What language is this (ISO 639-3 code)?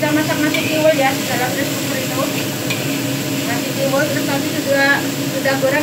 ind